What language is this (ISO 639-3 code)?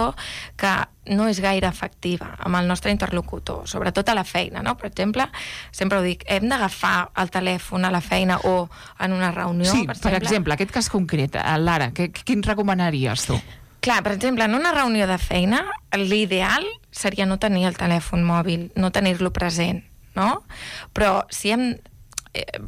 cat